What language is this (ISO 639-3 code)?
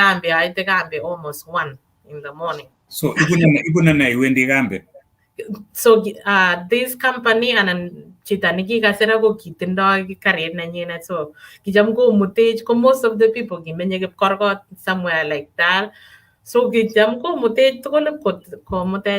kln